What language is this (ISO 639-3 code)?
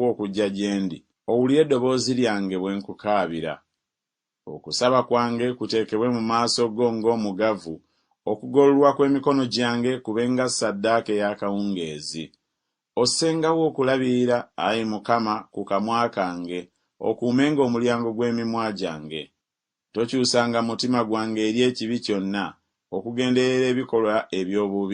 lug